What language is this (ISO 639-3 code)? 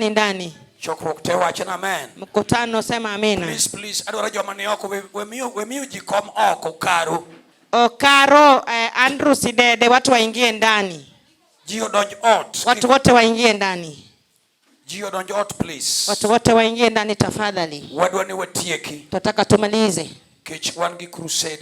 luo